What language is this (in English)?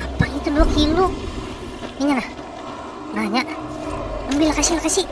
Banjar